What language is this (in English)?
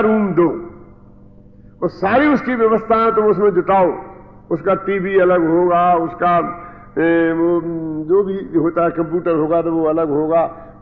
Hindi